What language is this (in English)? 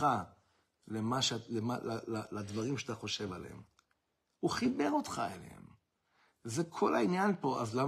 Hebrew